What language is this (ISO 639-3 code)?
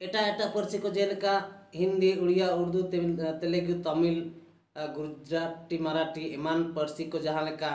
sat